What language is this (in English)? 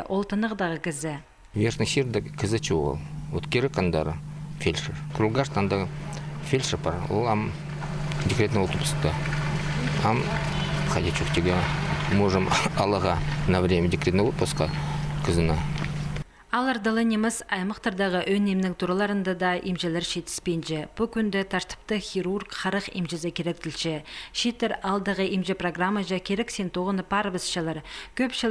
Khakas